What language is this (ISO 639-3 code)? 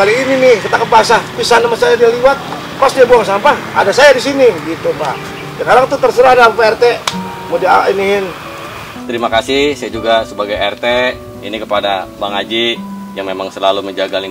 bew